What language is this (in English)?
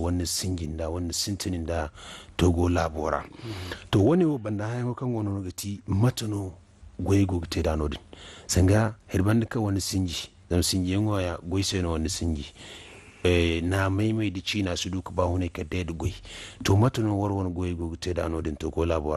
Zarma